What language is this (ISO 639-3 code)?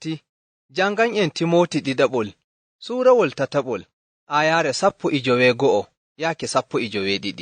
ful